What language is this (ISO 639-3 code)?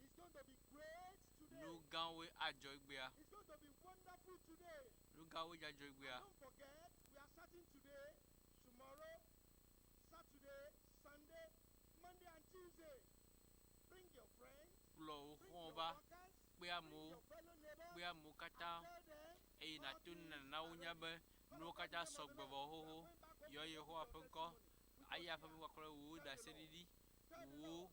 ewe